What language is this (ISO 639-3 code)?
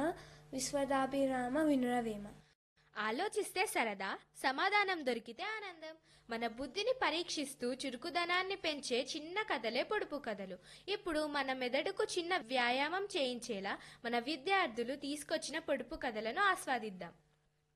tel